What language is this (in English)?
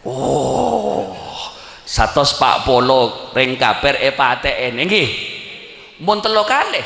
Madurese